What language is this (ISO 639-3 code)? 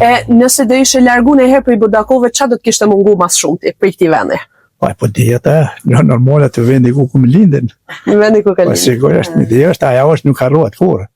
sqi